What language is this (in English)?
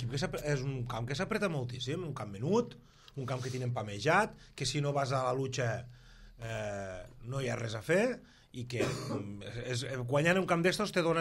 Catalan